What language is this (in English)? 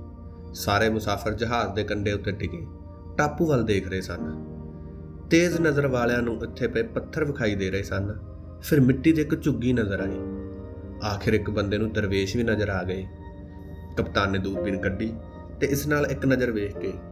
Punjabi